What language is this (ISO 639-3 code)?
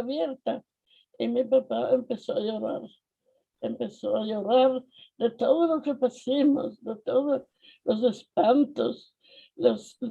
lad